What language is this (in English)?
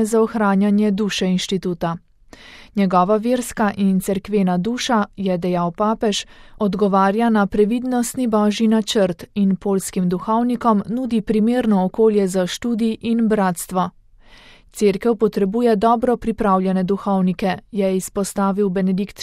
Slovenian